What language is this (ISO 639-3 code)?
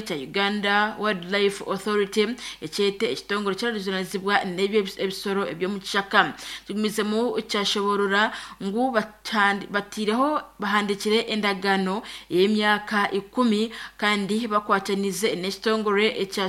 nyn